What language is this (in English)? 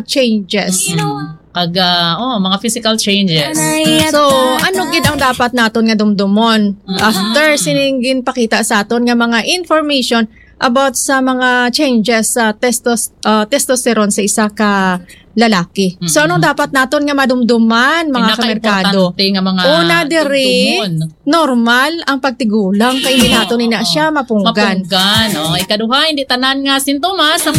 Hiligaynon